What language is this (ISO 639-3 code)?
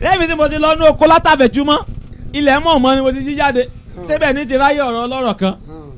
yor